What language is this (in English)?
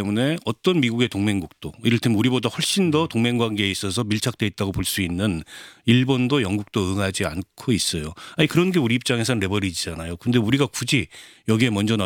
Korean